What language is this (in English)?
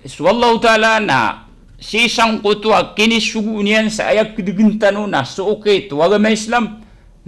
Maranao